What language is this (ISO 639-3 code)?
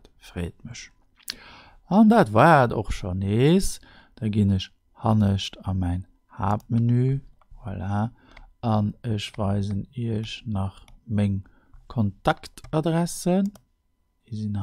ltz